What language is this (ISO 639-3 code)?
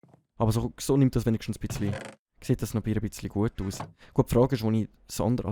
gsw